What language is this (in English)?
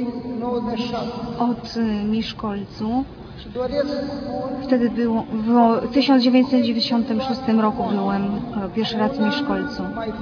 Polish